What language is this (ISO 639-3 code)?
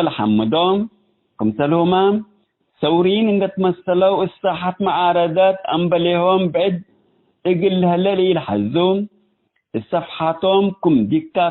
tig